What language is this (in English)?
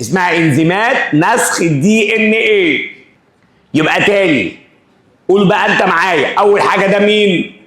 Egyptian Arabic